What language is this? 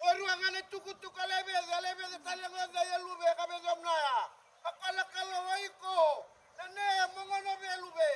Fijian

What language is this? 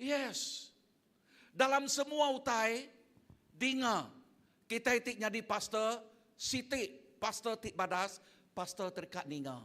Iban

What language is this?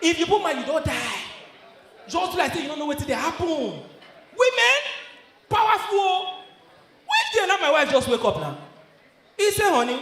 Nigerian Pidgin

